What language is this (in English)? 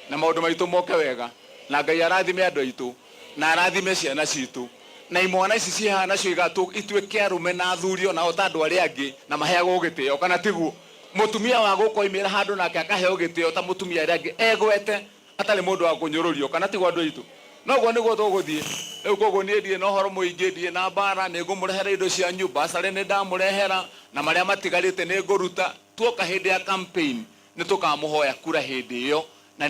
Kikuyu